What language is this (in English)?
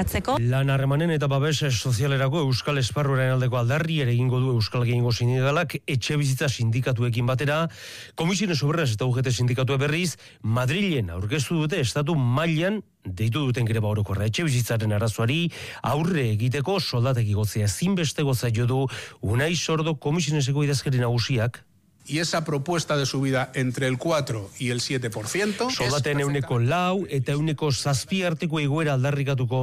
Basque